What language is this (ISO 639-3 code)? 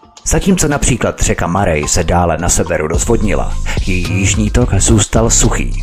ces